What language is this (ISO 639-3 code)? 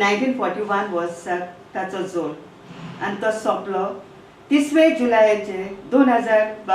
kok